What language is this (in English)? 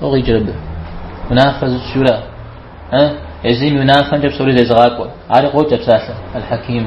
Kabardian